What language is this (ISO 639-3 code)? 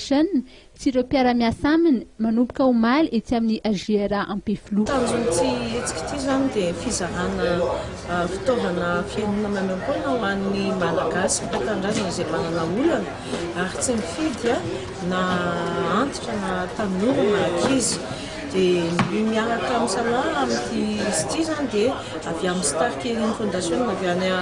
mlg